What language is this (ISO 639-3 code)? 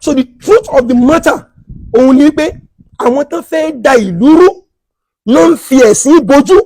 yor